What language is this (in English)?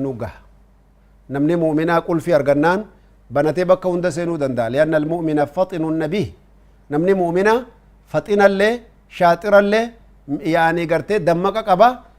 Oromo